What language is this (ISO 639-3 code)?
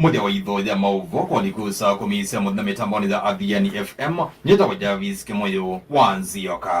kam